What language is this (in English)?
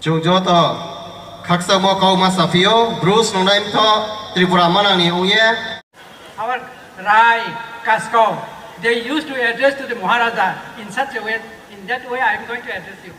Riang (India)